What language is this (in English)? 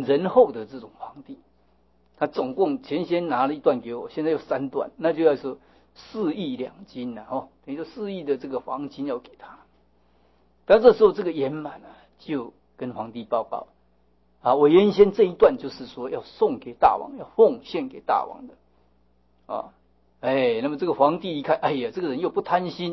Chinese